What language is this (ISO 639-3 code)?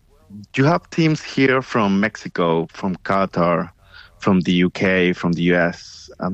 eng